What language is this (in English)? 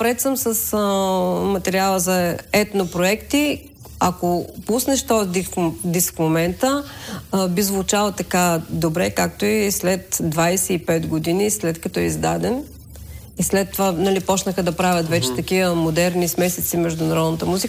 Bulgarian